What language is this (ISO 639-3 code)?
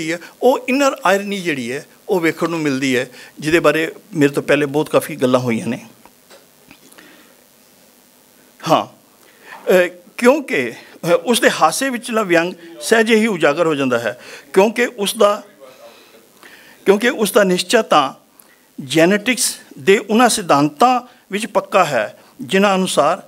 pan